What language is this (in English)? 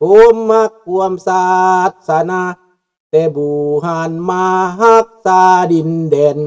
Lao